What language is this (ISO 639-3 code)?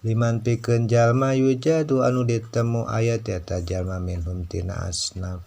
sun